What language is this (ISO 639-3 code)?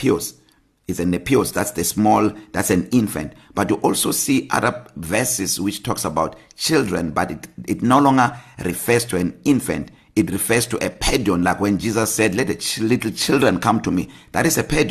eng